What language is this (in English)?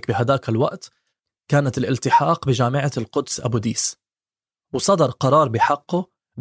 North Levantine Arabic